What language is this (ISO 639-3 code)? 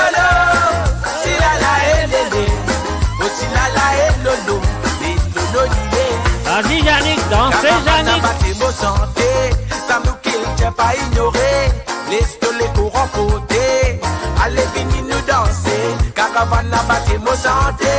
mfe